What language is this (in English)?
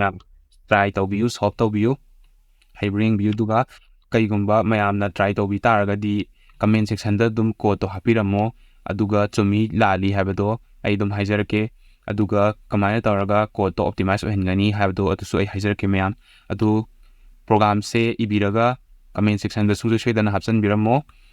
Manipuri